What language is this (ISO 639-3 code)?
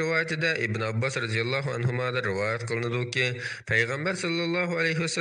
uig